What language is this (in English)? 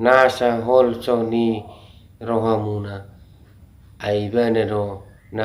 Batak Toba